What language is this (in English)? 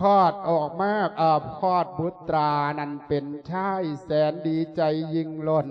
Lao